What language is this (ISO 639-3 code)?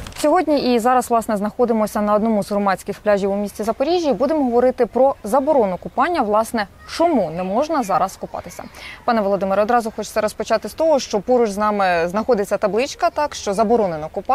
ukr